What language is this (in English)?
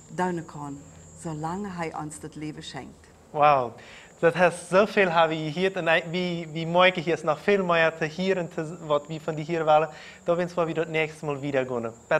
Plautdietsch